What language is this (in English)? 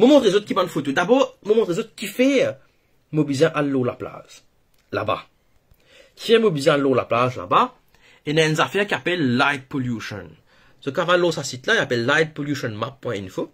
Morisyen